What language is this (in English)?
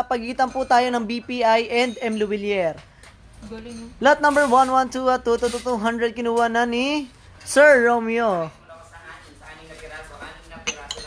Filipino